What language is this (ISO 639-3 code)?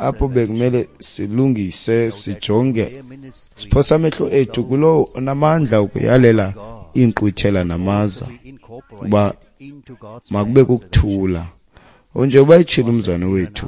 xho